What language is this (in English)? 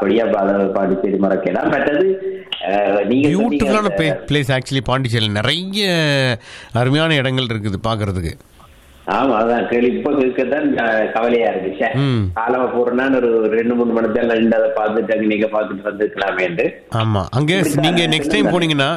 Tamil